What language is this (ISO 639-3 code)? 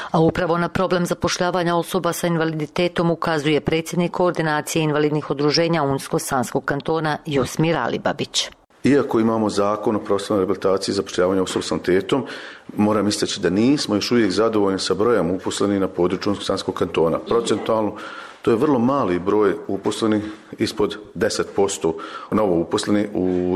bos